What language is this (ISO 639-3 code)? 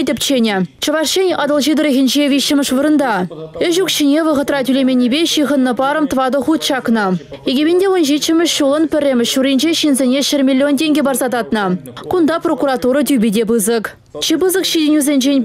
chv